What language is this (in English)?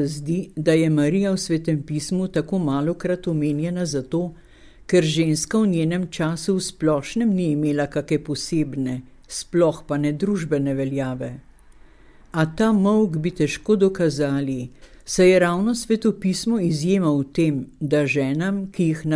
Slovenian